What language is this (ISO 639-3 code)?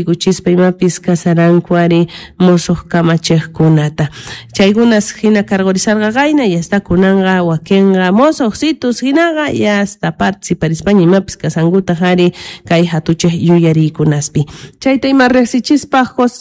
quh